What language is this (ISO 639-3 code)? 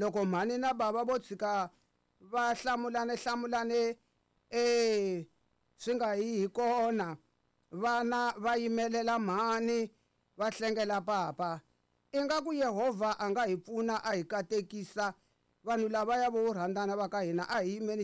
tso